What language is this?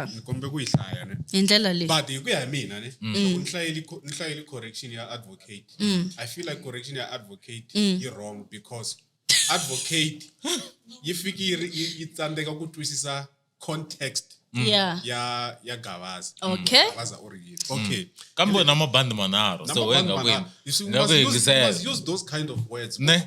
Tsonga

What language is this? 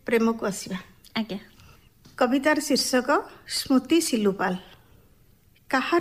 Odia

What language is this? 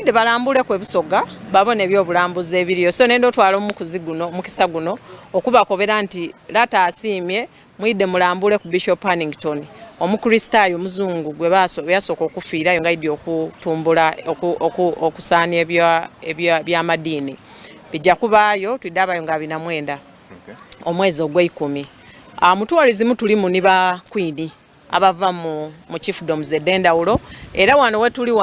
Soga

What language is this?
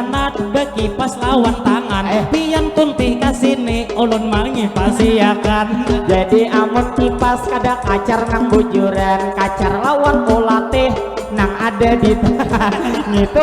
Banjar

